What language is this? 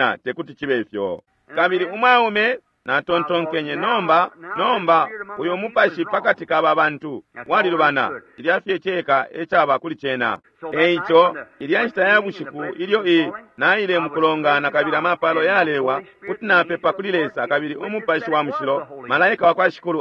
Bemba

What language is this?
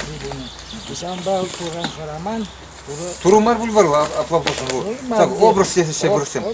Chuvash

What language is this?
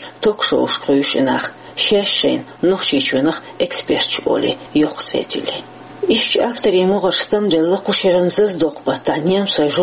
Chechen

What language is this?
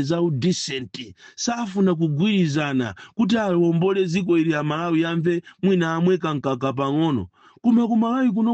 Nyanja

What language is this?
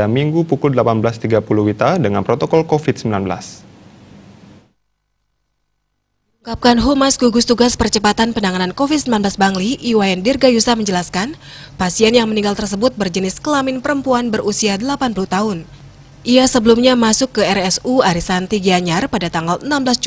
Indonesian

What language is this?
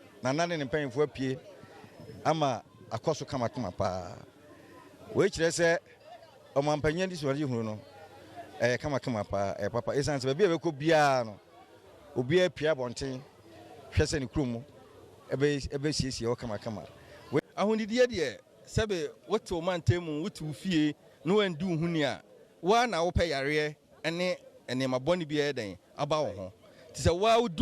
Akan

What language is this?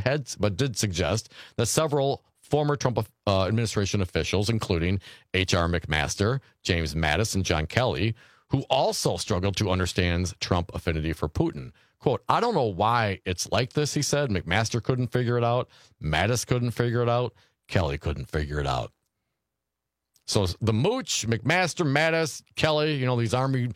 English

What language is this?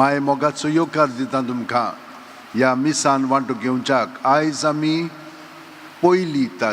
Konkani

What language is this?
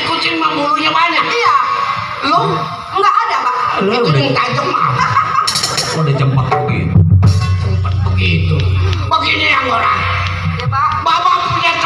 Betawi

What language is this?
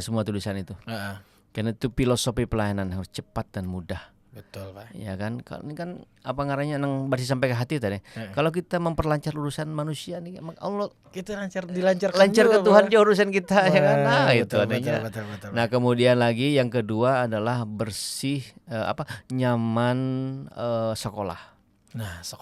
Banjar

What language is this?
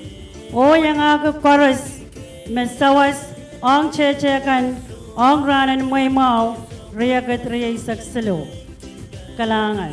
Pohnpeian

